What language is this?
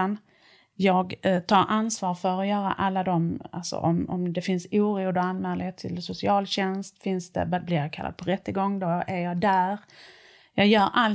Swedish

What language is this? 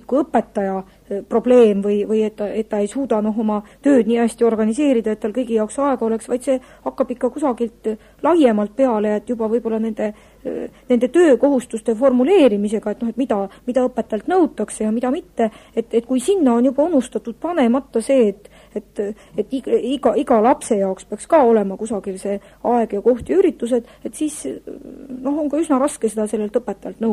Estonian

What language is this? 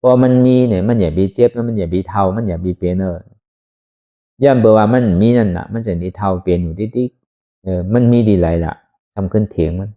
Shan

